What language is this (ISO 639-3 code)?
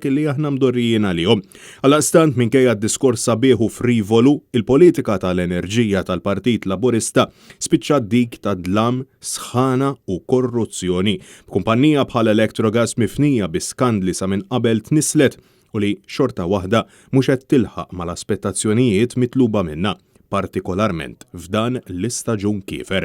mlt